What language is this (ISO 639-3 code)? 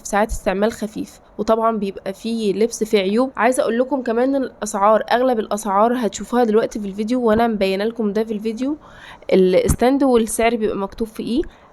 arz